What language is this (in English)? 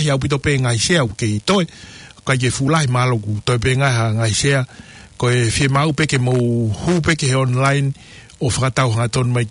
Tongan